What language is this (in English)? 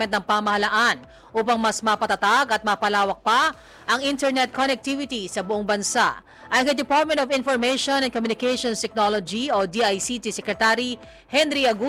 Filipino